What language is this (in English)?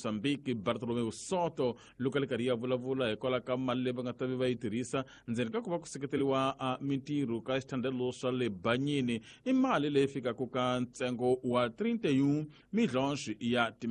Tsonga